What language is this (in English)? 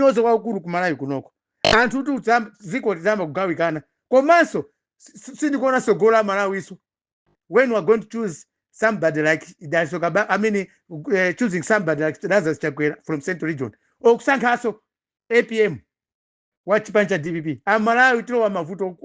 Nyanja